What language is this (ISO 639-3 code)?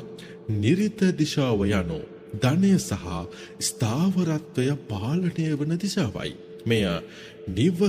sin